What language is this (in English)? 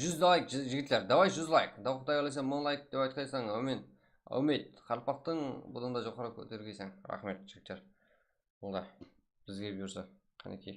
Kara-Kalpak